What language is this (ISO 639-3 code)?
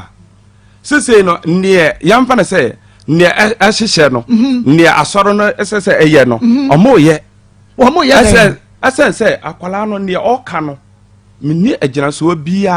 aka